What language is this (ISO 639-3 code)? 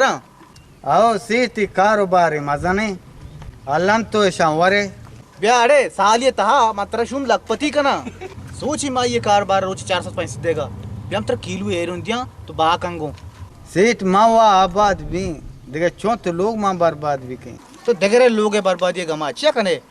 bgp